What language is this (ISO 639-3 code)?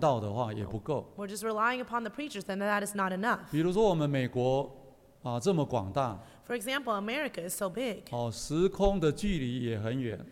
zho